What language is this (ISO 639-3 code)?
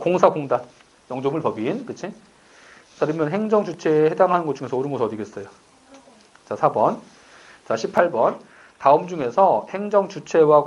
kor